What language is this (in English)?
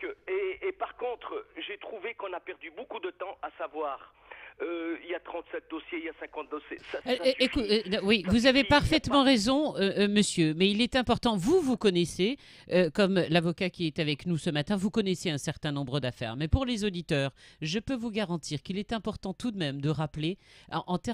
French